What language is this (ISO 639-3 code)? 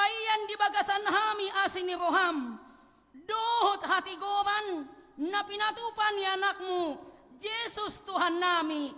bbc